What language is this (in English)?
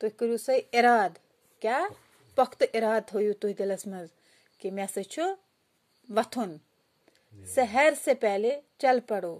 Kashmiri